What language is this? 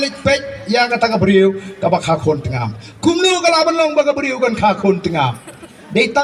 Khasi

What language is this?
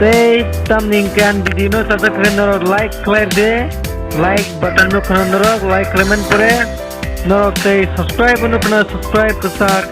Kok Borok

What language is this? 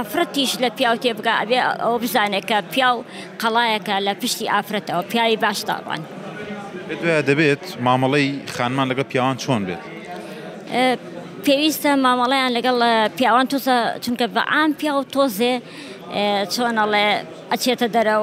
Central Kurdish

